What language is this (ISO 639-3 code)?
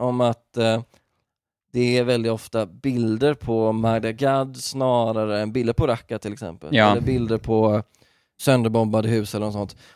swe